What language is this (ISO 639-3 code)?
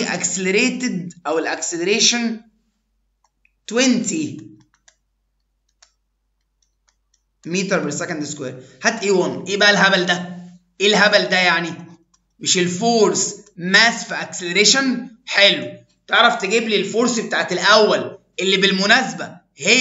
arz